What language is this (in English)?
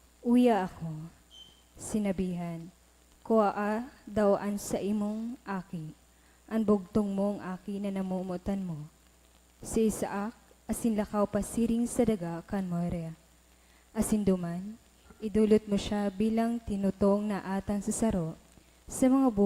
Bikol